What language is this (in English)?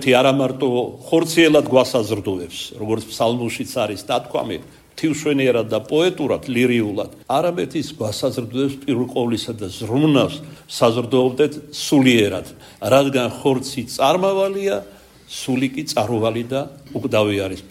Georgian